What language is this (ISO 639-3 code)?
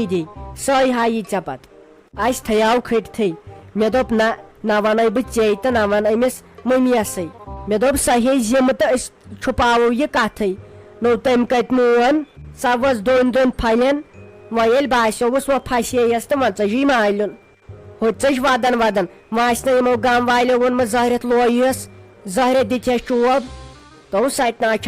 kas